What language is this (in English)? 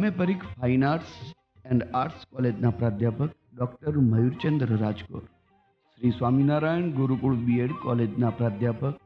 Gujarati